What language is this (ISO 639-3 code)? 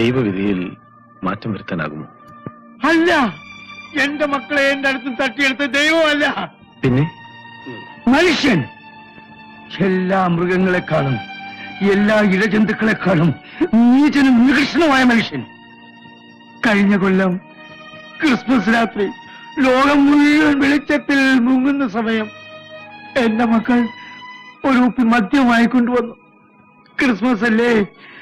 mal